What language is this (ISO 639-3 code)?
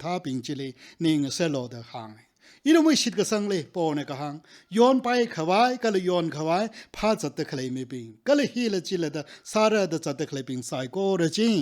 nmf